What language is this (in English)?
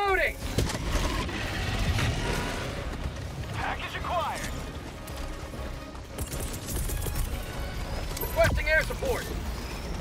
Turkish